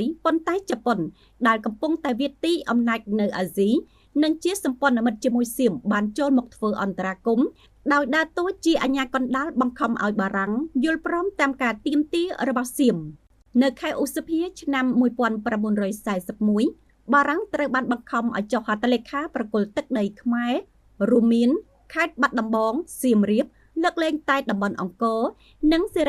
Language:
Khmer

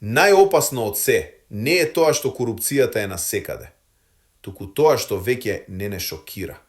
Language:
Macedonian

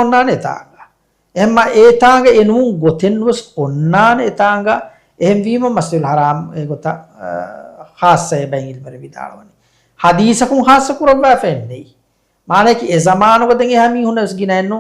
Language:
Divehi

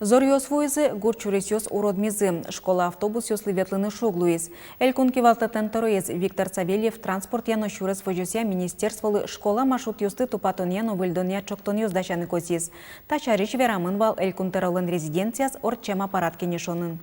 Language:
Udmurt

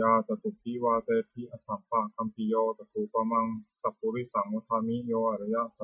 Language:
Pali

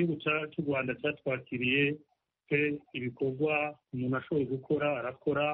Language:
Kinyarwanda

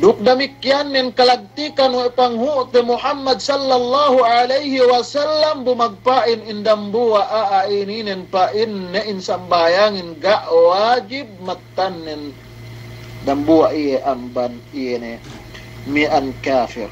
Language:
Yakan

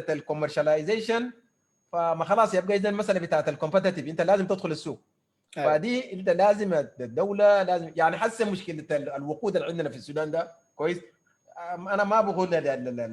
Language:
Sudanese Arabic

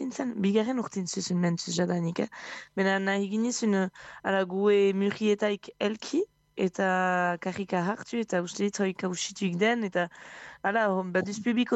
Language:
Basque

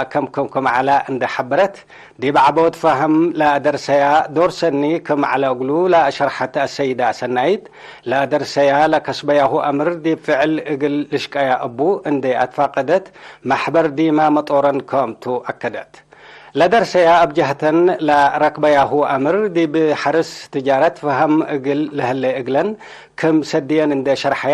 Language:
Tigre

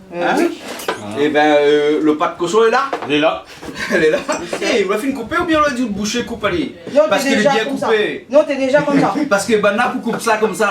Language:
Réunion Creole French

